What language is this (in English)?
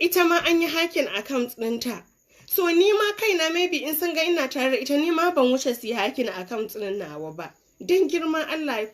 Hausa